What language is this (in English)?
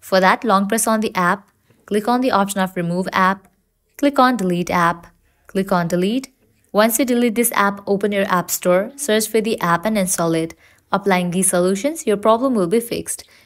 English